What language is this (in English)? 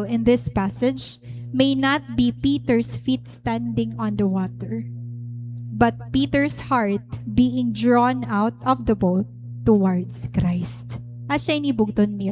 Waray